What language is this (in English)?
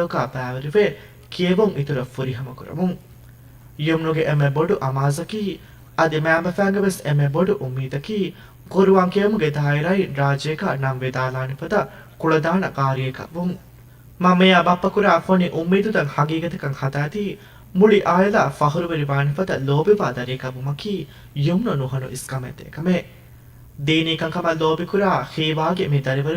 Divehi